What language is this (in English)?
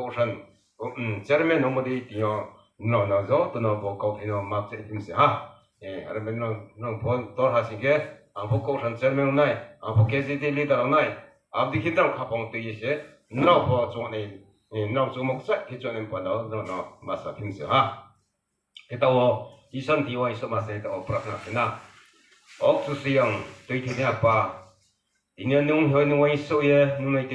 Riang (India)